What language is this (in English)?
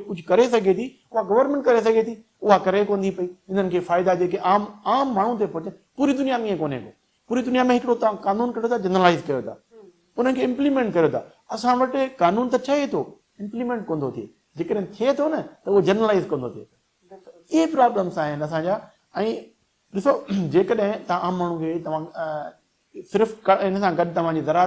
Sindhi